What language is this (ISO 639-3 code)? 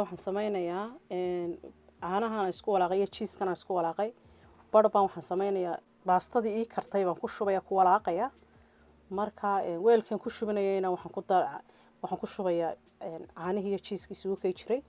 som